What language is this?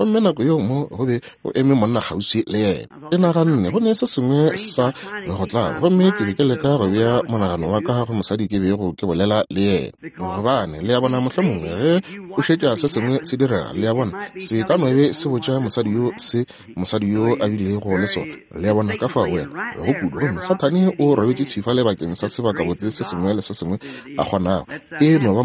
Northern Sotho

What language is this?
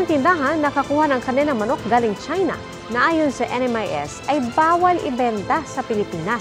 Filipino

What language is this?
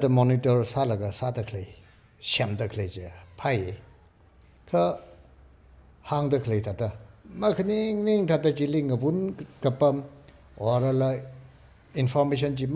Tangkhul Naga (India)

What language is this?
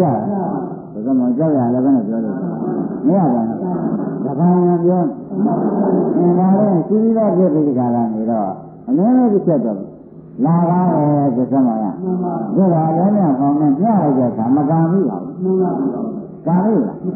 Burmese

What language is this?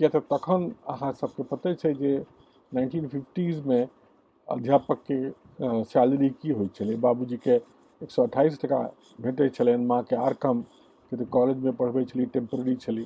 Maithili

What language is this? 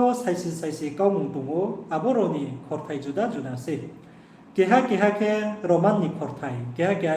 Riang (India)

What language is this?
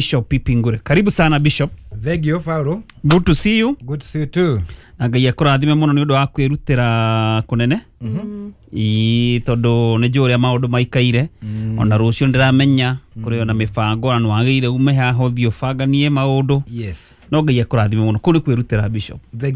Kikuyu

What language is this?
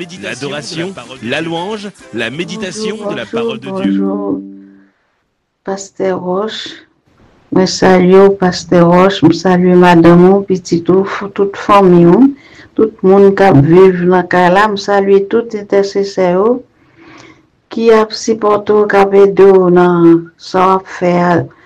French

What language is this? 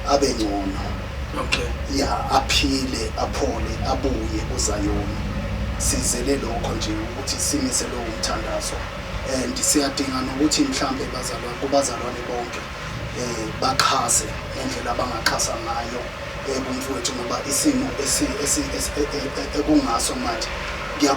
Zulu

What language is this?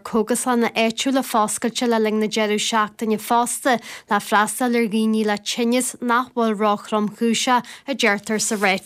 Irish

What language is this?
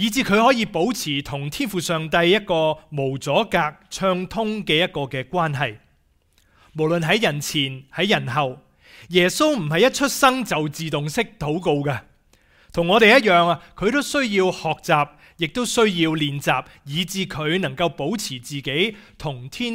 Cantonese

